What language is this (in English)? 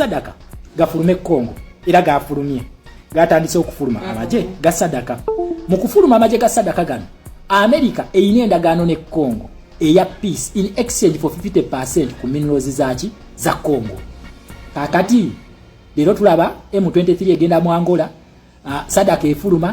Ganda